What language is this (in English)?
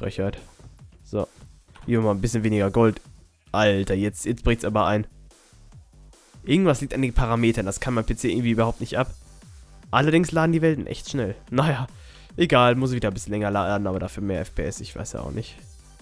German